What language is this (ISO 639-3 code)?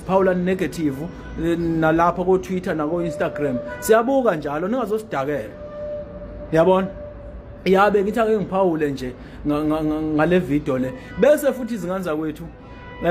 zul